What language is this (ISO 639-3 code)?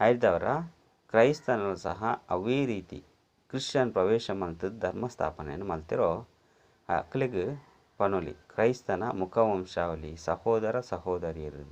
tcy